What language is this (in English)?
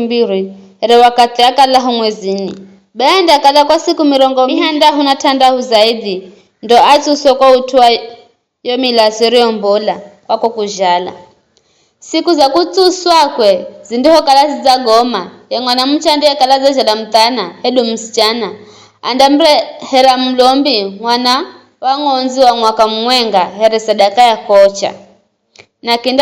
Giryama